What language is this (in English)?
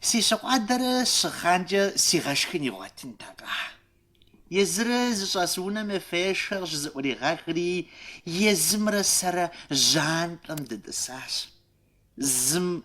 Kabardian